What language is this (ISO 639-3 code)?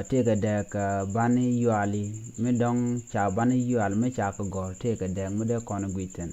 nus